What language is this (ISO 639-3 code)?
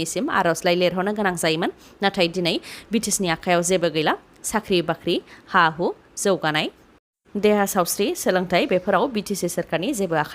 brx